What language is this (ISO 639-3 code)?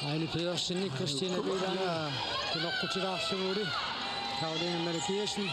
kal